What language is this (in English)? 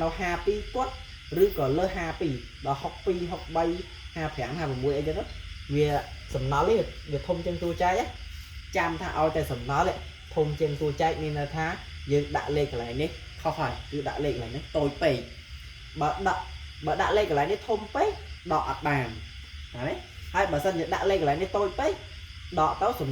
Khmer